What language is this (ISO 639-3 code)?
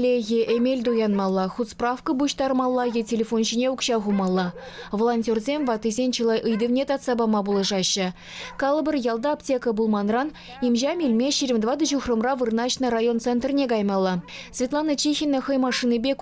chv